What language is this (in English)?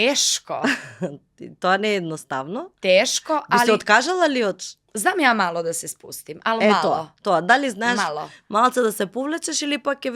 Macedonian